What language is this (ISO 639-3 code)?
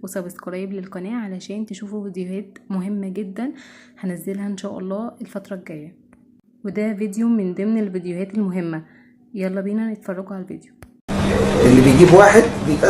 arz